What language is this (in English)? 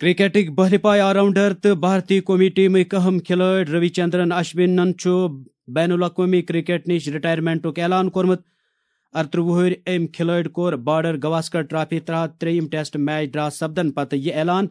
Kashmiri